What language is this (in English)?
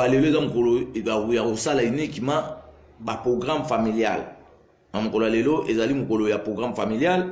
Lingala